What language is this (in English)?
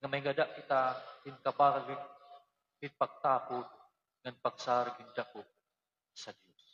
Waray